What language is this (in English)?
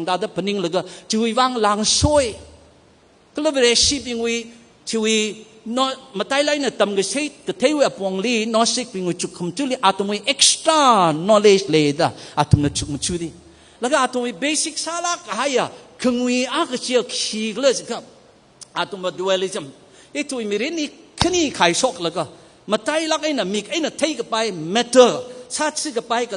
Tangkhul Naga (India)